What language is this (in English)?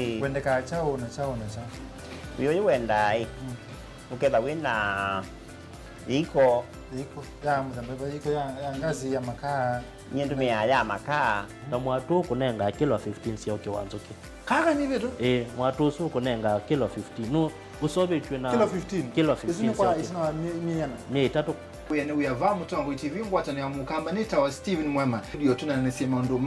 Kamba